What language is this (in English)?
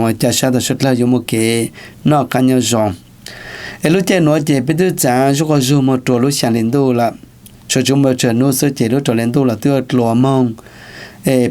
Hmong